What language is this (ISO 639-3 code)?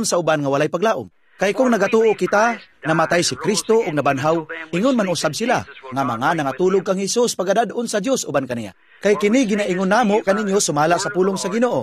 ceb